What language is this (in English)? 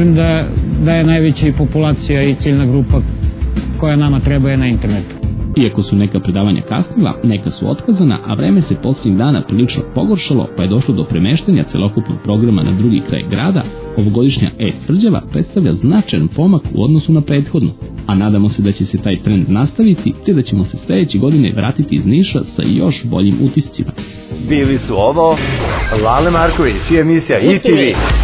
Serbian